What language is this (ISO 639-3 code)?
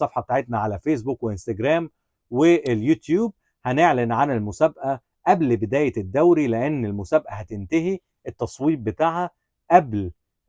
arz